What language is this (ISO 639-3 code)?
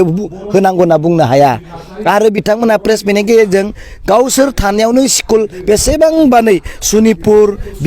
brx